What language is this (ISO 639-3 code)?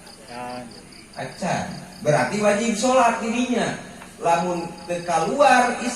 sun